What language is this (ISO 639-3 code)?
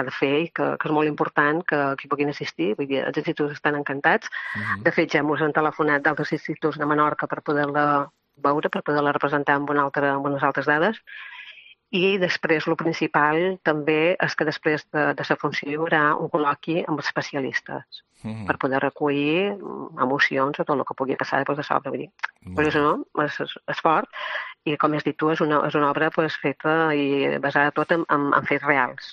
cat